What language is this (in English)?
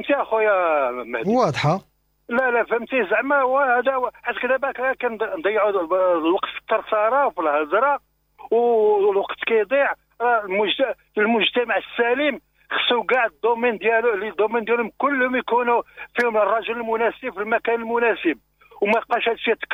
Moroccan Arabic